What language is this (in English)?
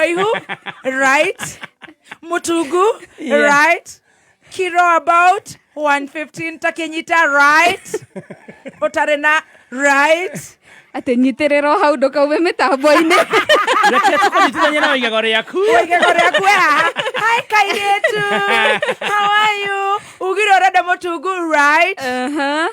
Kikuyu